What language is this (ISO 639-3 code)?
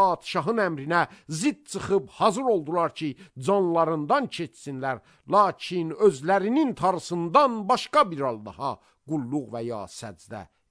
aze